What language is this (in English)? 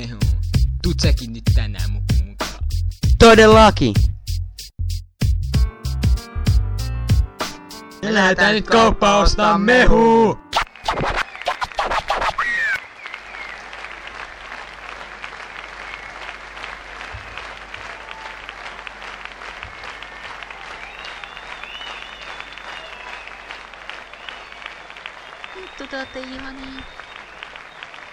Finnish